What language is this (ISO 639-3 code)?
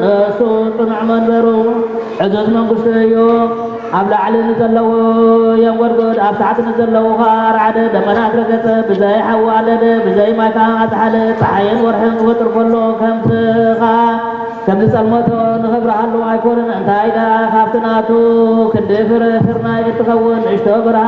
tir